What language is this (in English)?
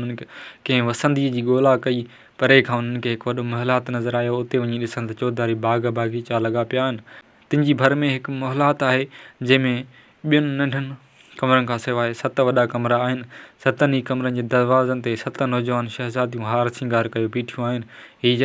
Sindhi